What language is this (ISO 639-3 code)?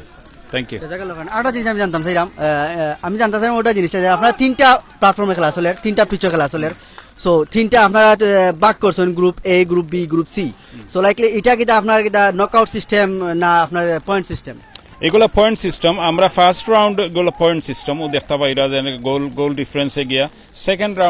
syl